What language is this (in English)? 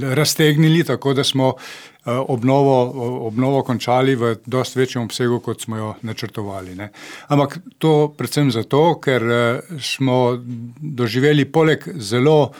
Slovenian